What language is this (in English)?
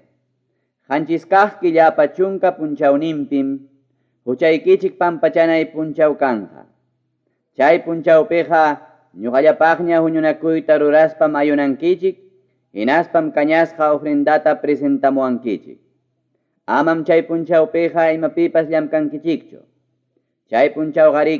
Ayacucho Quechua